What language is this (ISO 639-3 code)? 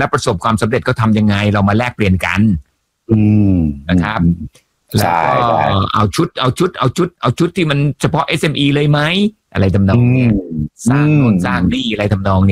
tha